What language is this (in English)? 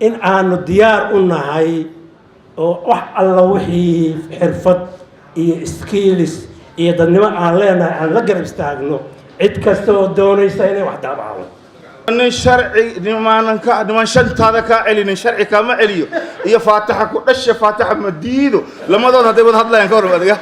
Somali